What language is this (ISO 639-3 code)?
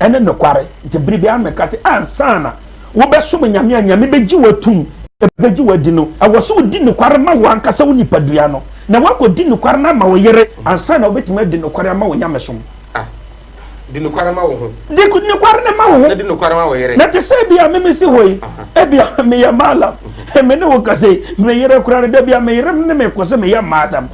aka